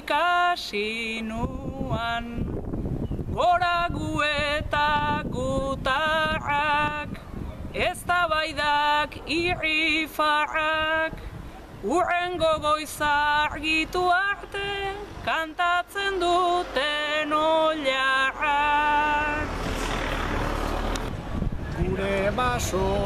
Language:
Basque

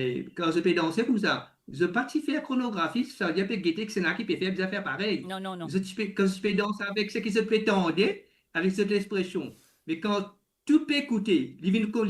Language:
Morisyen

